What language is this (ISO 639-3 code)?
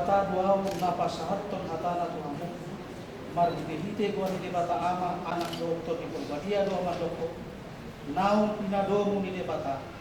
bbc